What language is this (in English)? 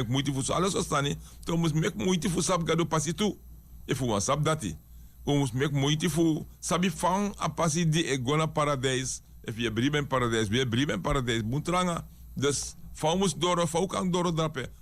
Sranan Tongo